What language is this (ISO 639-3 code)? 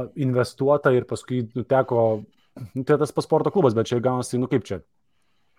lit